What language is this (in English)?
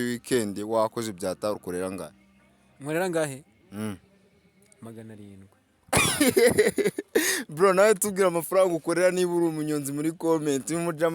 Kinyarwanda